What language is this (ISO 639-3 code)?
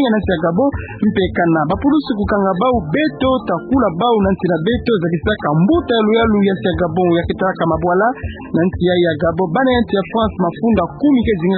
ktu